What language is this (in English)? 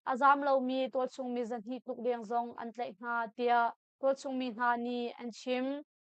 Hakha Chin